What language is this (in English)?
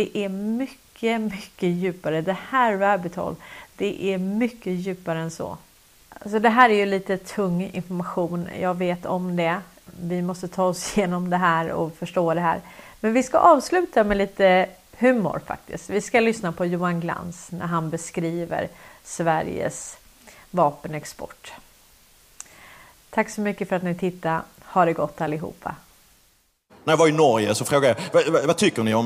Swedish